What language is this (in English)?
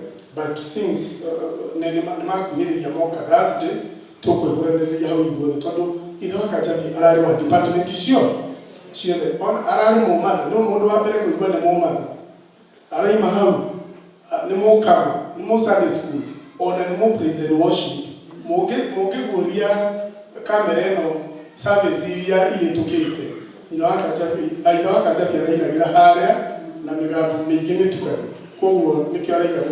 Kikuyu